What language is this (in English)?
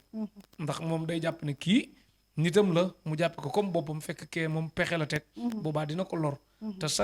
Wolof